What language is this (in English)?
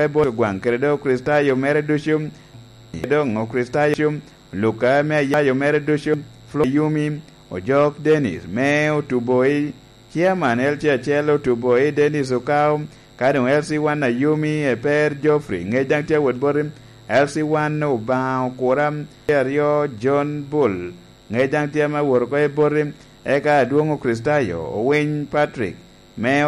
Lango (Uganda)